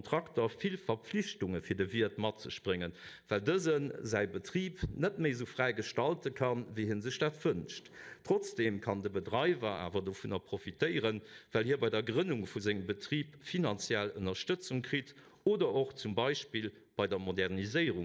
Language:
Luxembourgish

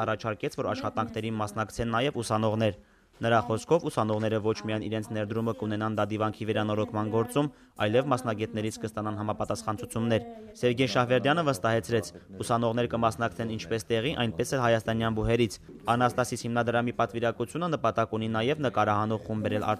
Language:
Armenian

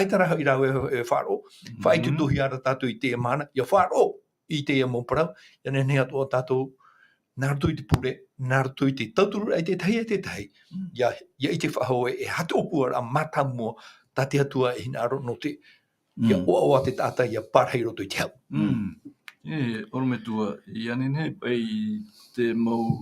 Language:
Tahitian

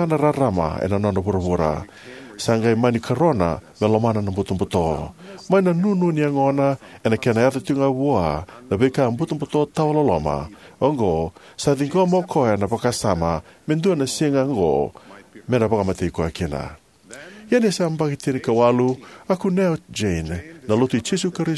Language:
Fijian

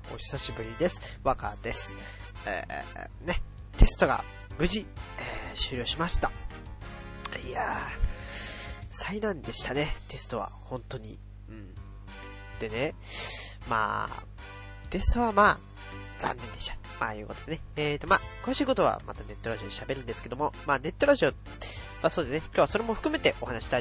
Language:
Japanese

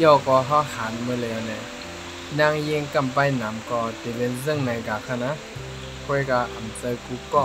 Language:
Shan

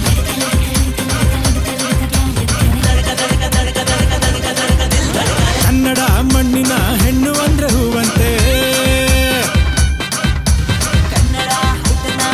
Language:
Kannada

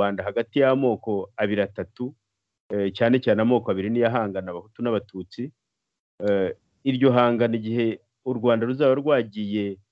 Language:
Kinyarwanda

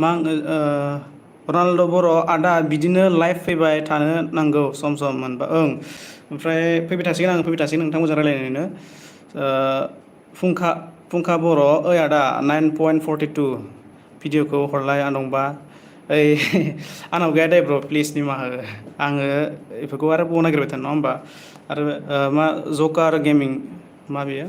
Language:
Bodo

